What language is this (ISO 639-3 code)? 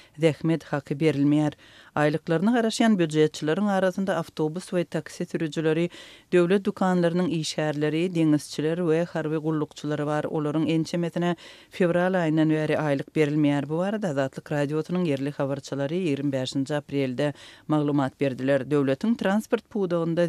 tuk